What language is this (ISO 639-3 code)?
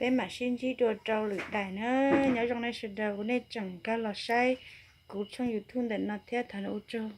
hmn